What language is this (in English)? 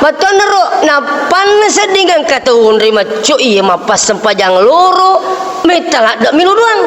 Buginese